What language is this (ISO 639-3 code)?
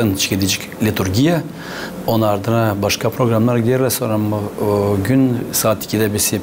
gag